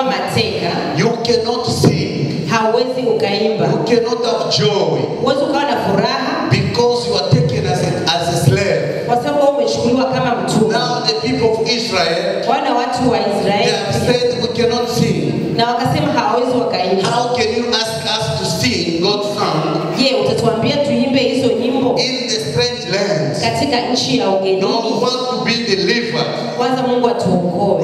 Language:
Swahili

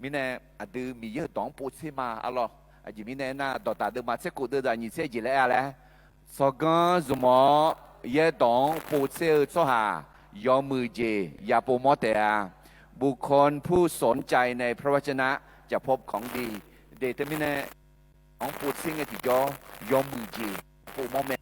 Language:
Akha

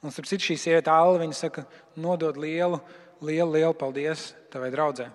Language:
Latvian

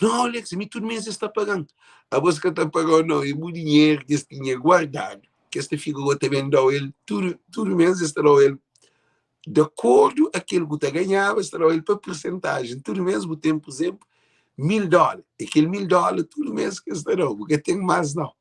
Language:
Kabuverdianu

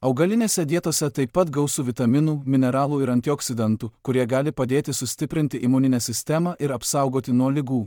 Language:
Lithuanian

